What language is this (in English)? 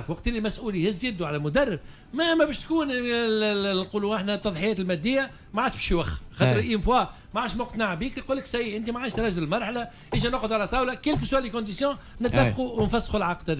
Tunisian Arabic